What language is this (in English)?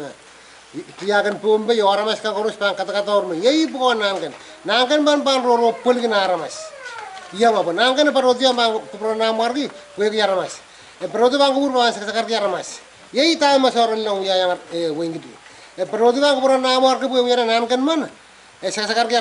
Pohnpeian